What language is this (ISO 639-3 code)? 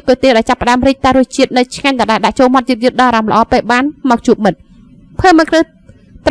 khm